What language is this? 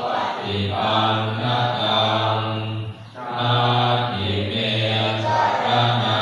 Pali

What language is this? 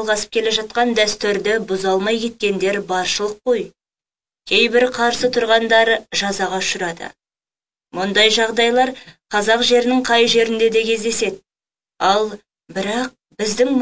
Kazakh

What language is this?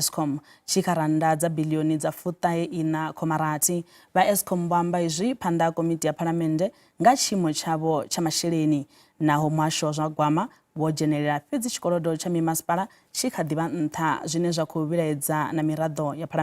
Venda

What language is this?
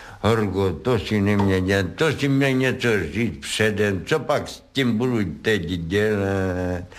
Czech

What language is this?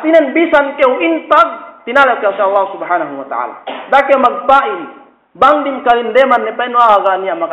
Yakan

